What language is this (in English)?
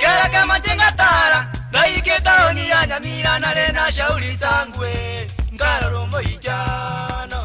Gusii